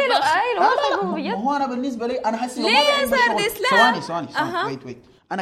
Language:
Sudanese Arabic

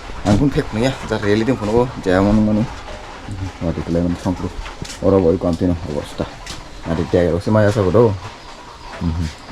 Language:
Kok Borok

